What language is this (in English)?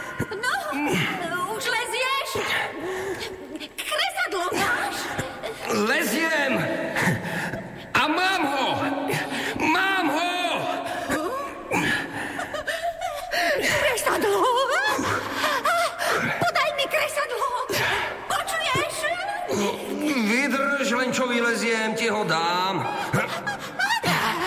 Slovak